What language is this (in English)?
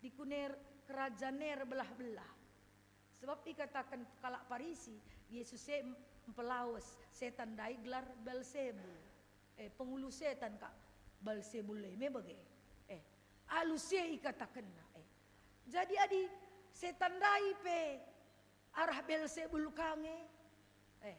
Batak Karo